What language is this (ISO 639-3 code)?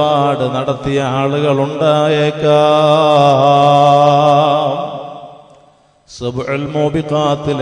mal